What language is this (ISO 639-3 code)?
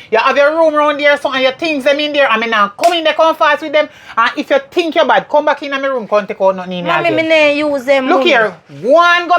jam